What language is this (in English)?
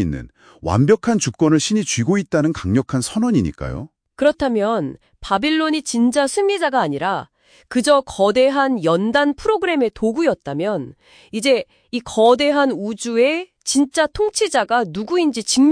Korean